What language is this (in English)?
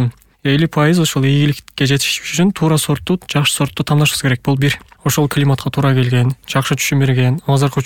Kyrgyz